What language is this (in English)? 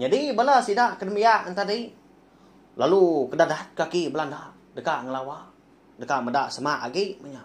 Iban